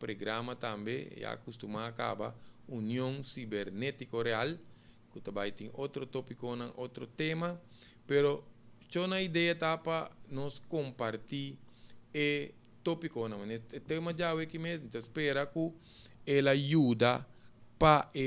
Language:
Papiamento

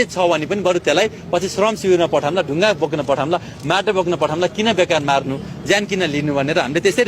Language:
Nepali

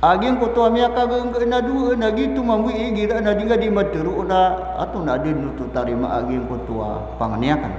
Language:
Maranao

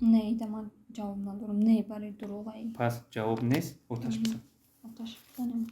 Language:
Tajik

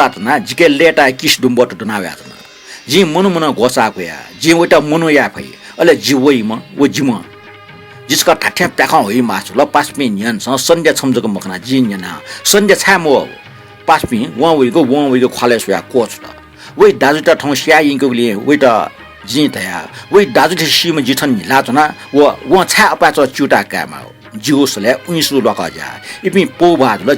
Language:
Newari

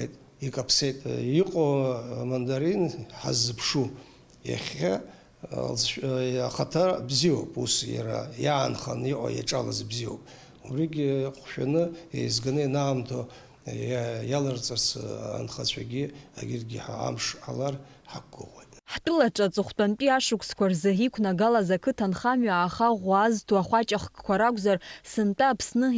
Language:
Abkhazian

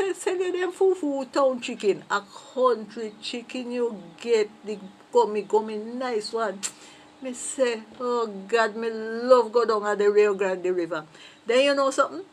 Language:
Jamaican Creole English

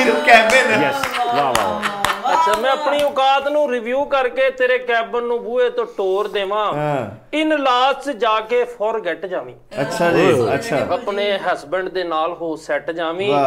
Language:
Punjabi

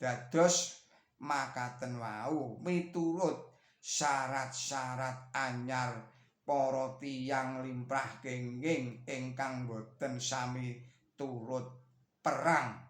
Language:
Javanese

